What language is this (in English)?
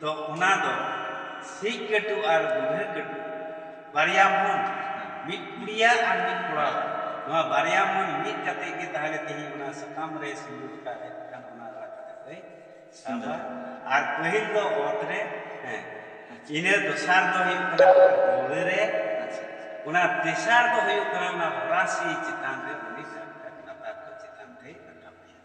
Santali